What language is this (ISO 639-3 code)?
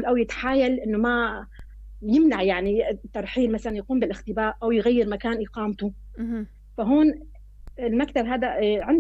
apc